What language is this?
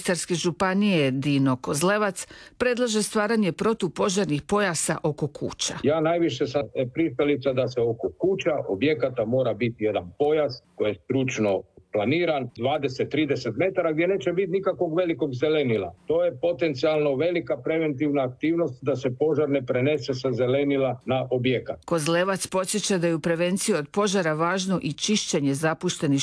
Croatian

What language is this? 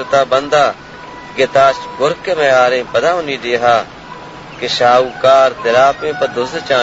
Baluchi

